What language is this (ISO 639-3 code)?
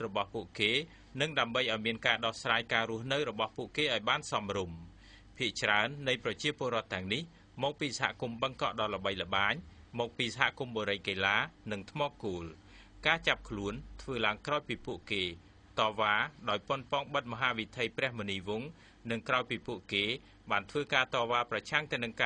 khm